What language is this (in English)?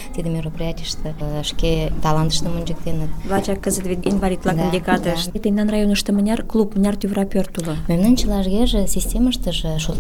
Mari